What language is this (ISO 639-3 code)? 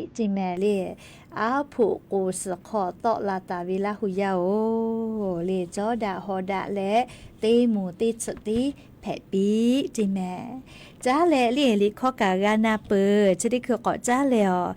lhu